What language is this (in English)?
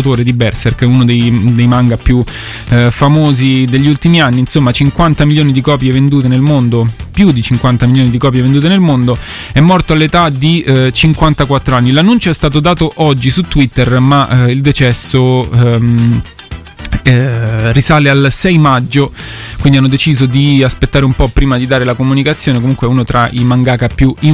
Italian